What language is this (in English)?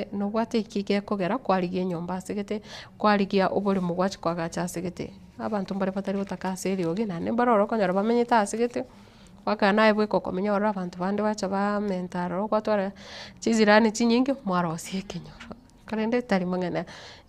Gusii